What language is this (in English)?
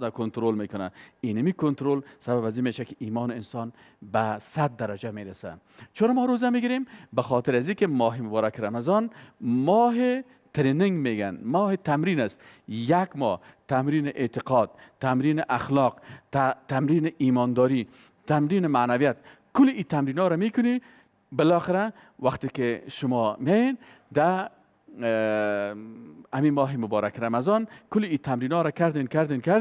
Persian